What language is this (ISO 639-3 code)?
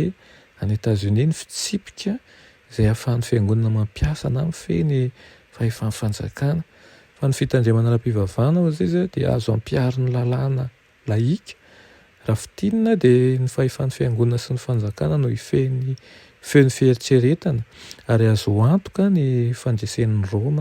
mlg